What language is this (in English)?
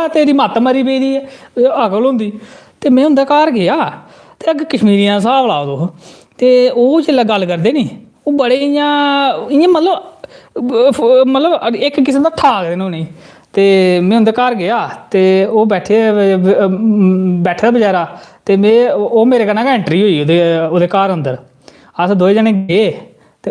Dogri